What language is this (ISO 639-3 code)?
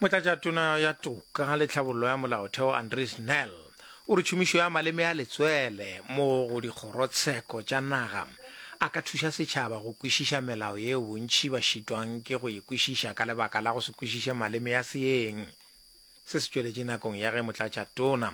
nso